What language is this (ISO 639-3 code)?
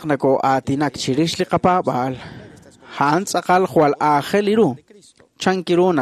kek